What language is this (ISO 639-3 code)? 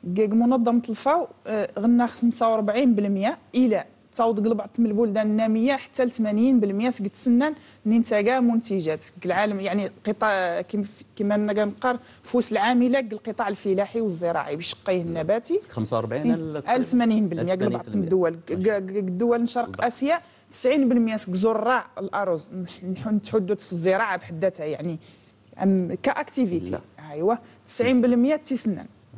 ara